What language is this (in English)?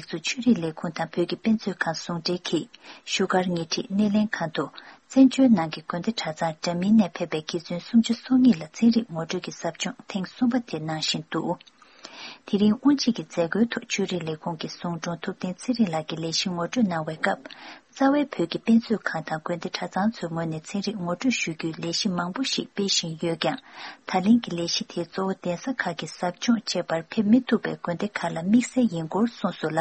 Tibetan